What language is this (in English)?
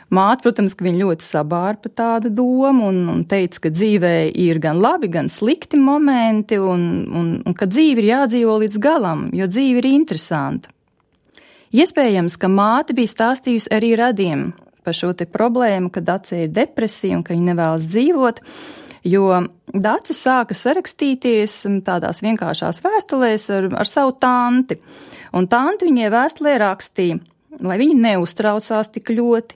Latvian